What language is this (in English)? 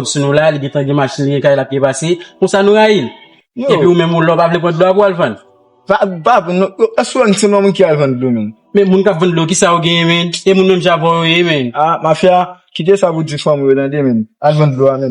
Haitian Creole